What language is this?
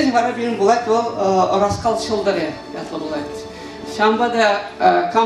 Chuvash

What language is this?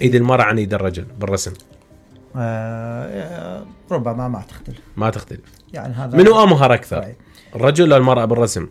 Mesopotamian Arabic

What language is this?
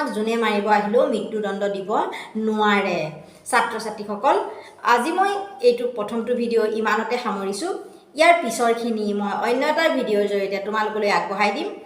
Assamese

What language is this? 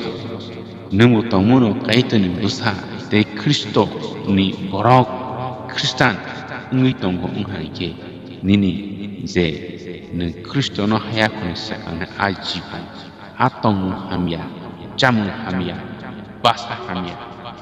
Kok Borok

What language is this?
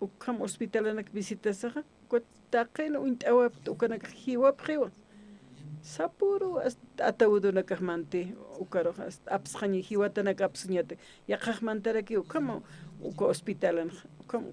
Aymara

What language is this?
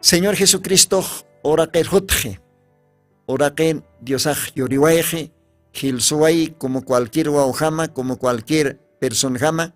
Aymara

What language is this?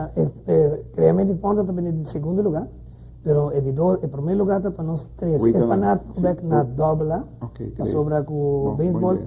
Papiamento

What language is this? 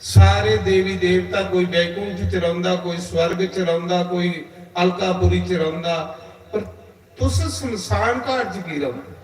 Dogri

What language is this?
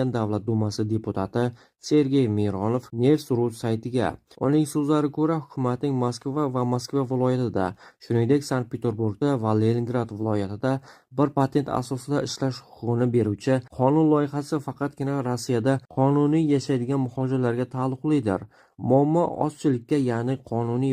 Uzbek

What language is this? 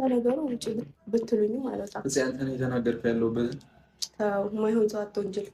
Amharic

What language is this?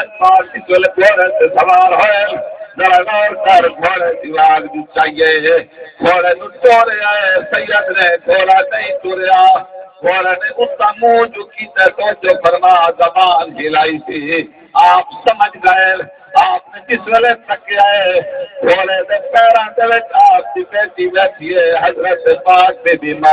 Saraiki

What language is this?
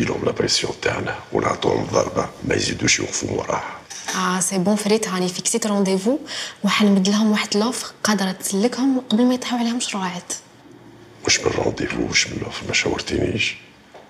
Algerian Arabic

